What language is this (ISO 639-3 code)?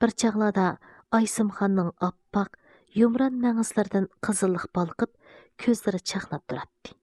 uig